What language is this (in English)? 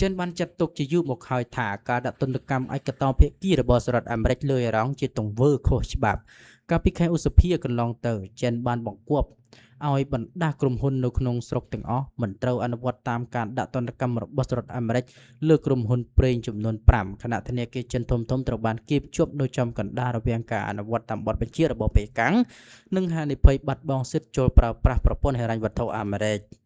Khmer